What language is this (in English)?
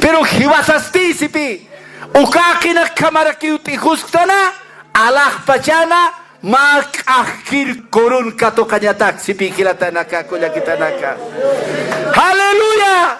Aymara